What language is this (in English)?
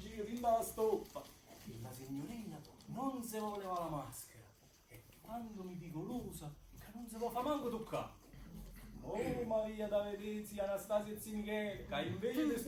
Neapolitan